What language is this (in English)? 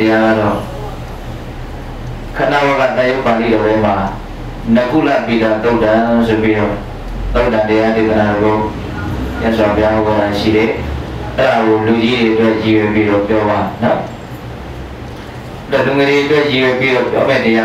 Burmese